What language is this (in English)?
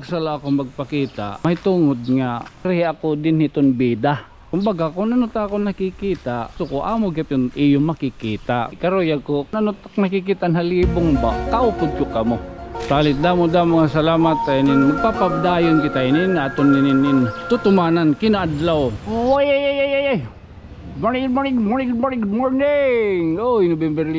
Waray